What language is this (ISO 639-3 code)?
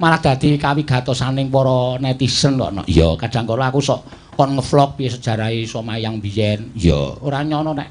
jav